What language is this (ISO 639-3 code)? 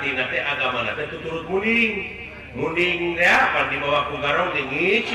sun